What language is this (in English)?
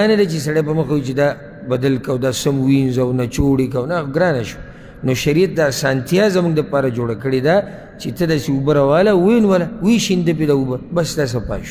Pashto